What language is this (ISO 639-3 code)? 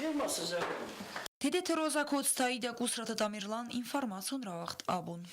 oss